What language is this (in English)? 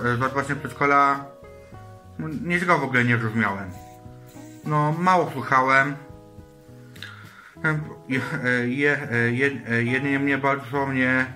Polish